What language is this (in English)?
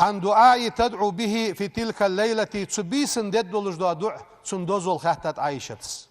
Ingush